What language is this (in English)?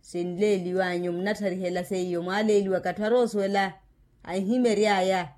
Makhuwa